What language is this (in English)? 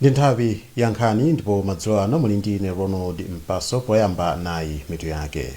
Nyanja